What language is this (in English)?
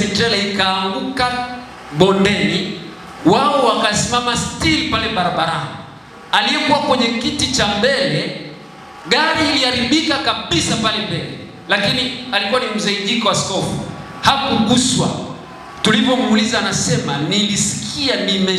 Swahili